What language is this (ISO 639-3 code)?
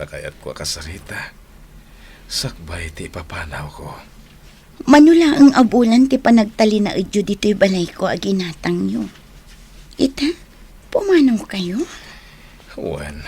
ilo